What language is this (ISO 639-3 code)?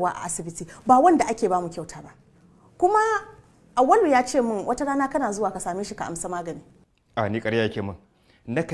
hau